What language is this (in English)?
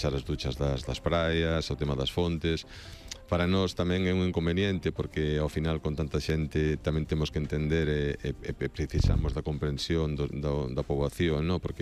Galician